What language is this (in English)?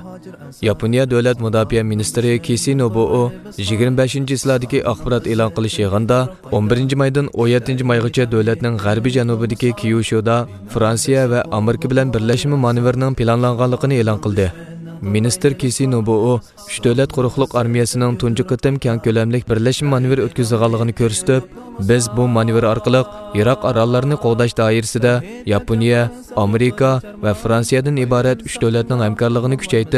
Uyghur